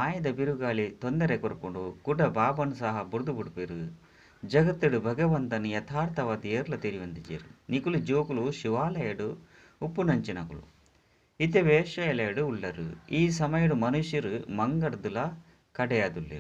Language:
Tulu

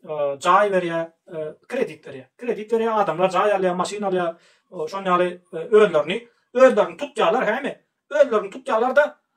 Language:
Turkmen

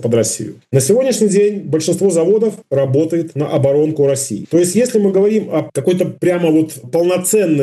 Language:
Russian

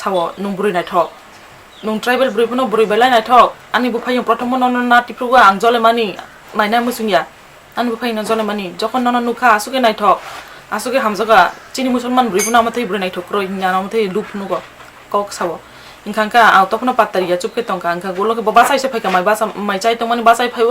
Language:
Kok Borok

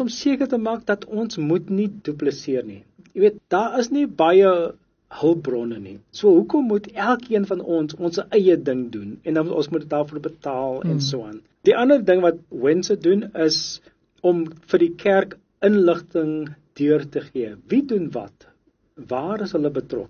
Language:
Afrikaans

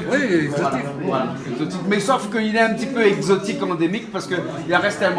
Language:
Réunion Creole French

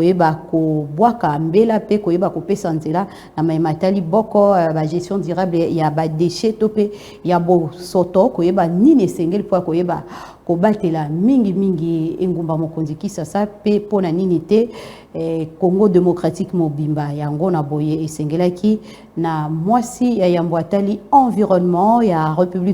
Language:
Lingala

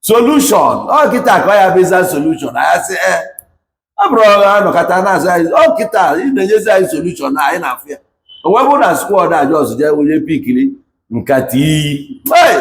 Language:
Igbo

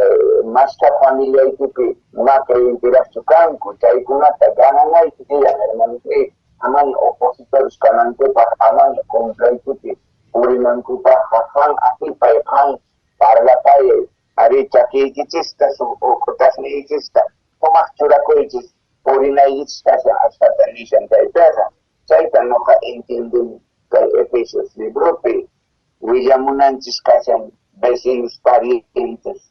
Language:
South Bolivian Quechua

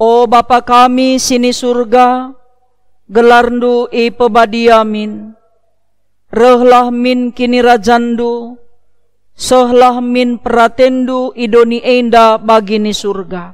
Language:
Batak Karo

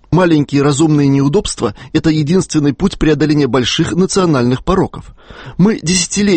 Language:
Russian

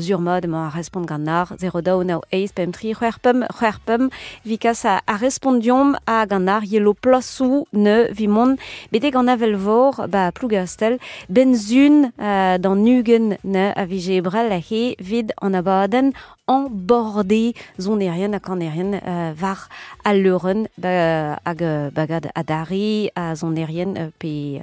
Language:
Breton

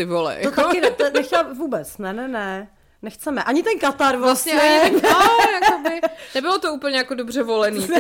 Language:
Czech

